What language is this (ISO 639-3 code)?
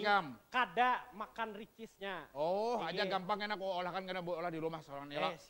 bjn